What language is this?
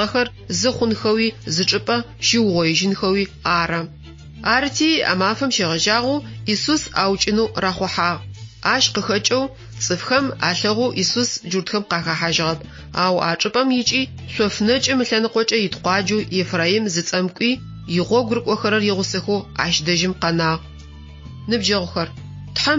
Adyghe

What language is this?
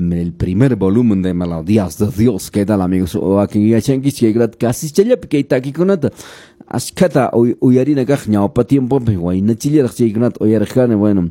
Quechua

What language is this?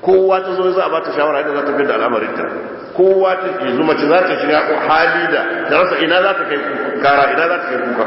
Hausa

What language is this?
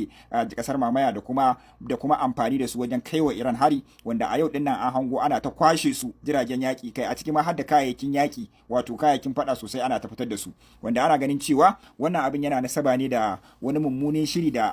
Hausa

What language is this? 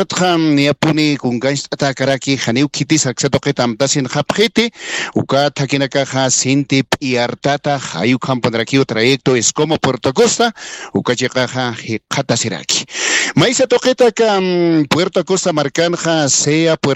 Aymara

